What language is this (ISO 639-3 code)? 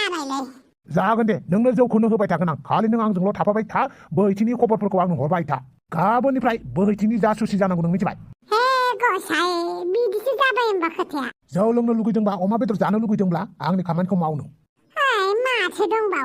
brx